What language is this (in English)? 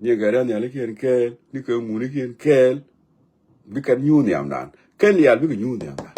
Nuer